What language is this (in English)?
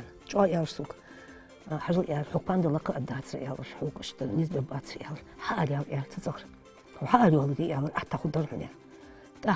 Ingush